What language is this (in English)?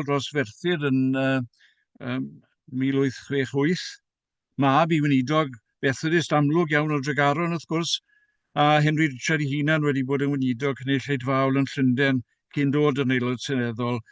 Welsh